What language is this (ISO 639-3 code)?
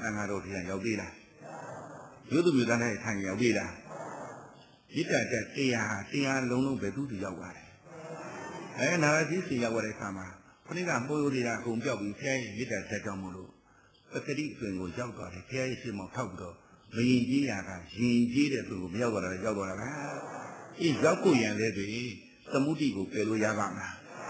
mya